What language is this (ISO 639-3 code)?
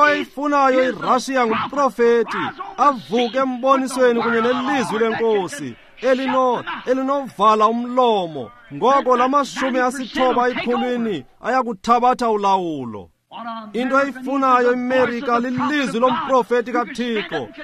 xho